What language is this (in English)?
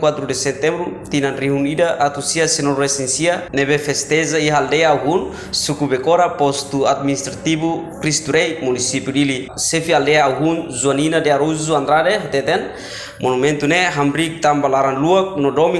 Tetum